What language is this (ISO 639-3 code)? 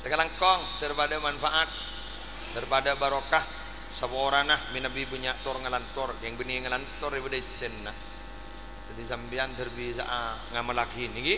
mad